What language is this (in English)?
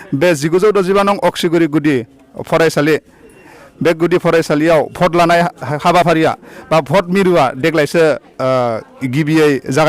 Bodo